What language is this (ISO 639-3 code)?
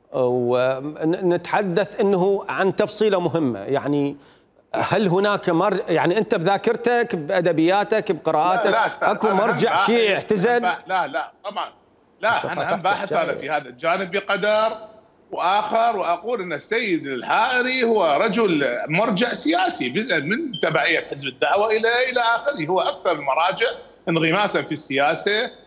acm